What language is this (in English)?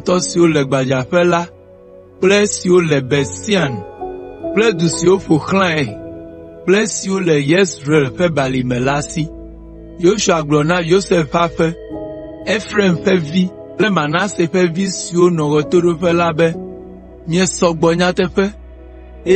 Ewe